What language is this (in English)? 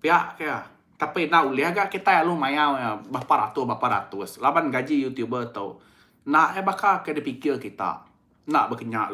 Iban